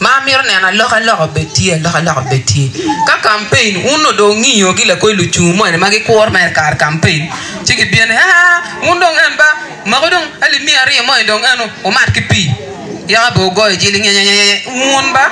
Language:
Acoli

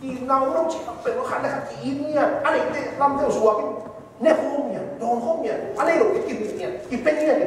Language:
Tedim Chin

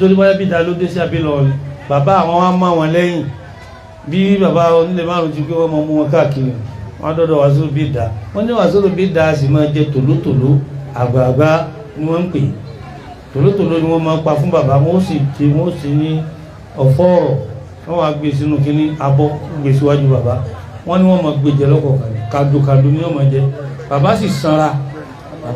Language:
Yoruba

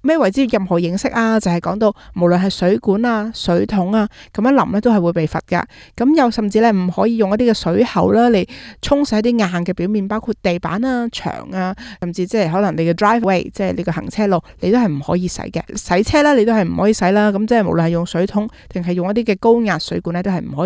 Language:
Cantonese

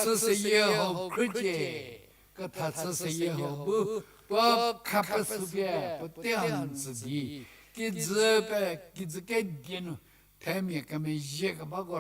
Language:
Angami Naga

